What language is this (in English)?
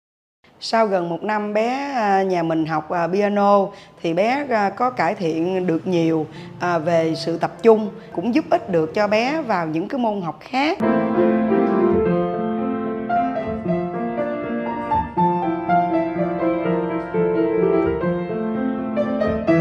Vietnamese